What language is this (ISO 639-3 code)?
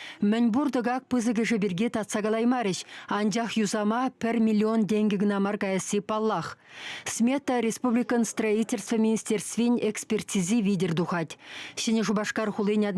chv